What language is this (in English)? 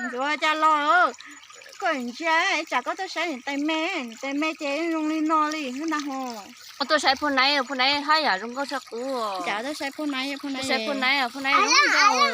Hmong